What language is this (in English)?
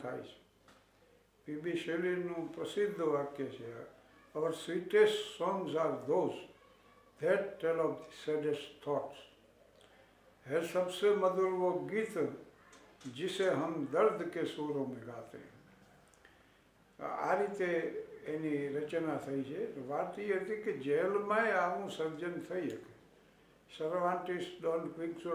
Gujarati